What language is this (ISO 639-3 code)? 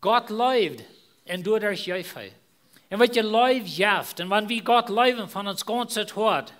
pdt